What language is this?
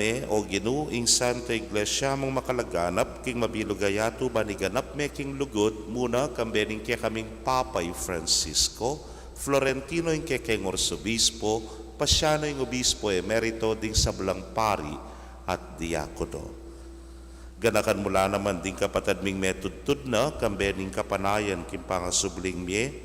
Pampanga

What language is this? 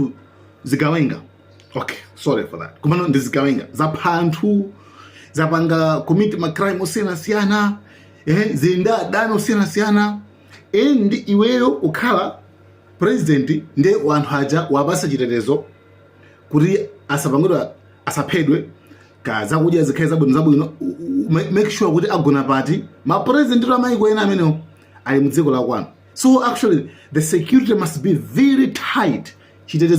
Nyanja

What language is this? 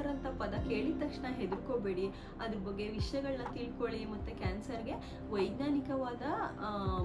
Kannada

